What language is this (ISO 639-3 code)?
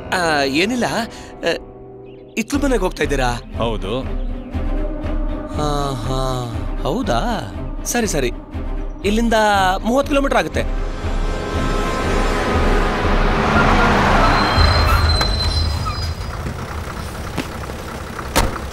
kan